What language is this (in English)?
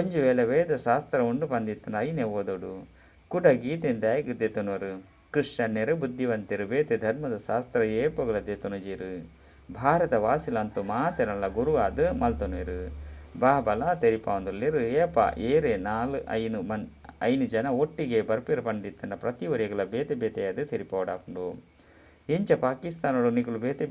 Tulu